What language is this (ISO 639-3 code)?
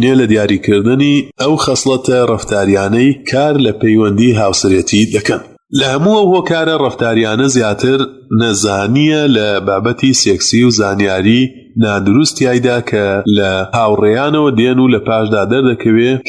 ckb